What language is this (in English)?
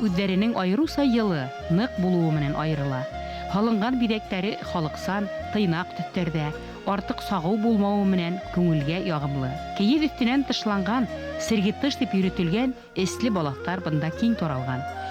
Bashkir